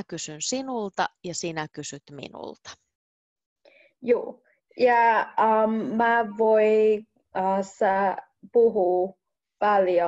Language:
Finnish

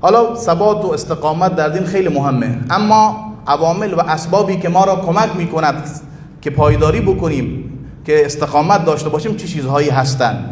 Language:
Persian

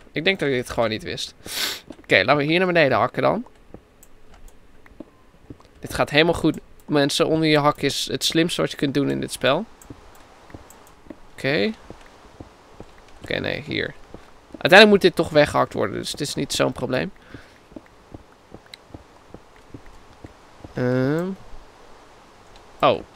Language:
Dutch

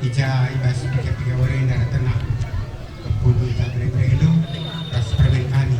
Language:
Batak Karo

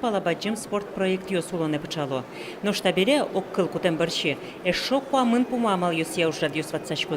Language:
Udmurt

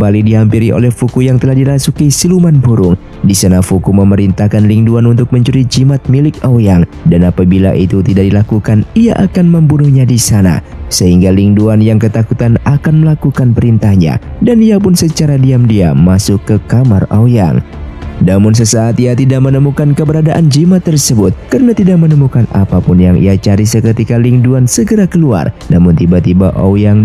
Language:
Indonesian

